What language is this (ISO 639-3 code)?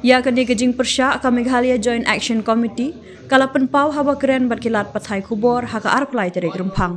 kha